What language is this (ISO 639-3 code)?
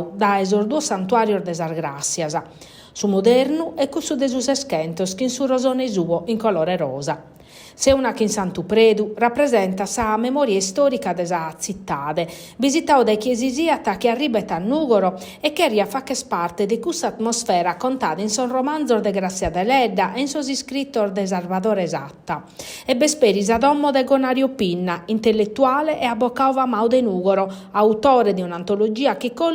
srd